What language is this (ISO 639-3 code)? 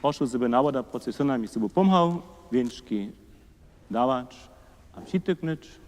hsb